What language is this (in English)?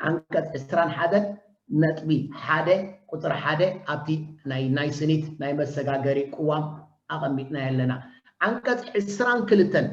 Tigrinya